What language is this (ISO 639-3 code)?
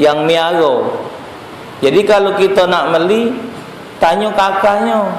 mui